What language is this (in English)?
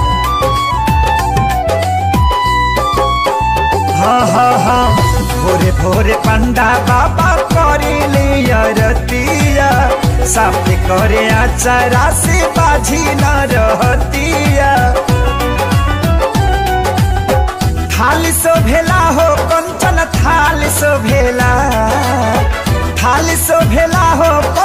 Bhojpuri